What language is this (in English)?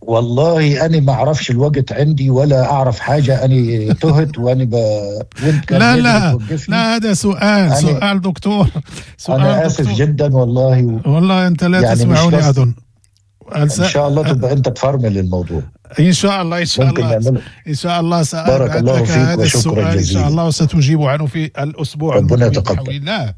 Moroccan Arabic